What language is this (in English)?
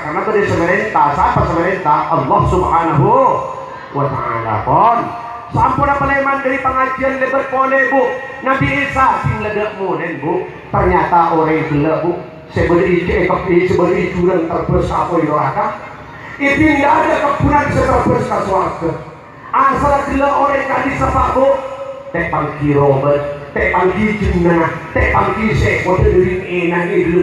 Madurese